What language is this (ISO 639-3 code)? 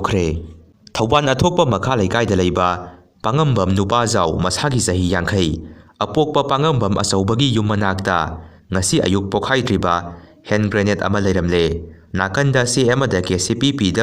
mni